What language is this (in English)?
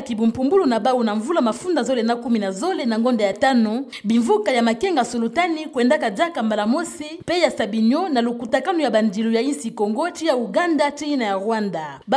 Kituba (Democratic Republic of Congo)